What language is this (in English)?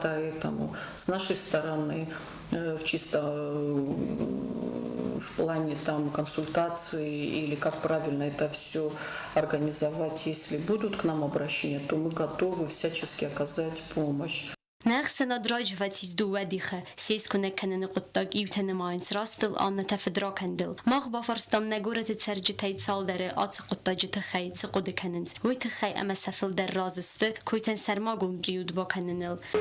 Ossetic